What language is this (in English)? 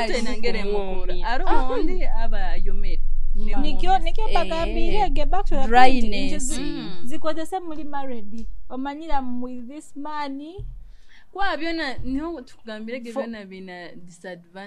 Nyoro